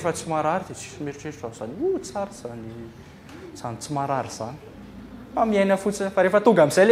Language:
Malagasy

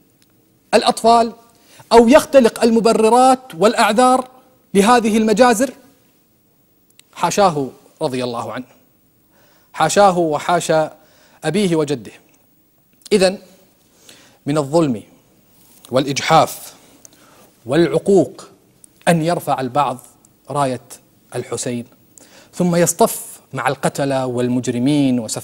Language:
Arabic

